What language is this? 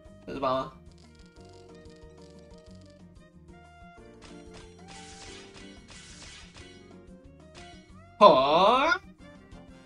Chinese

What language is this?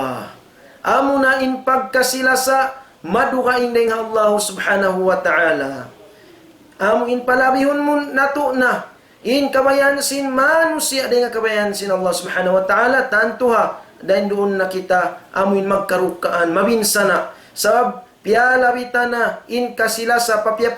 Tausug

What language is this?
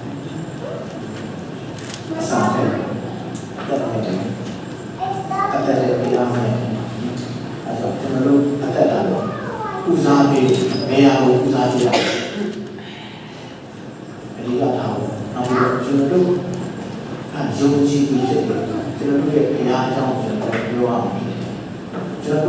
Burmese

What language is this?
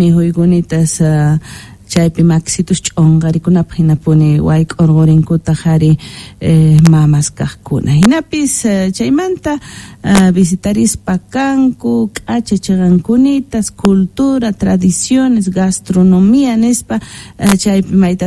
Quechua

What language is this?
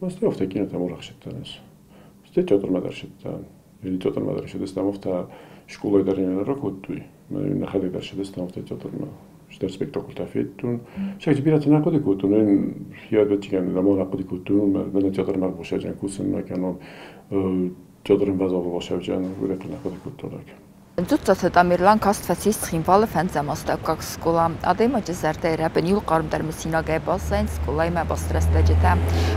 Ossetic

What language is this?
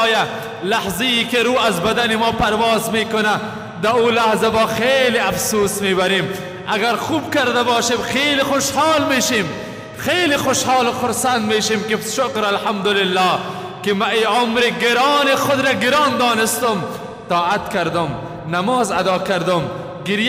Persian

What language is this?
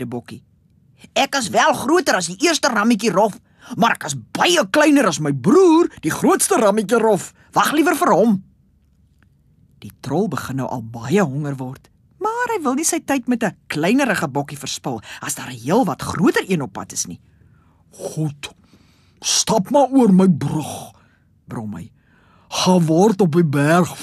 Afrikaans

